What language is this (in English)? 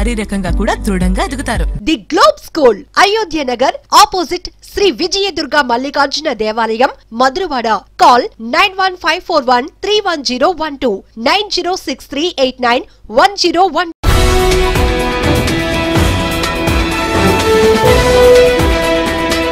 Telugu